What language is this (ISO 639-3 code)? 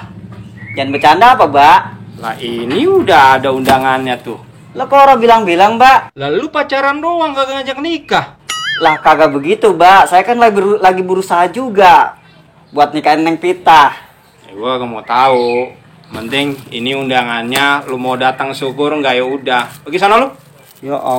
bew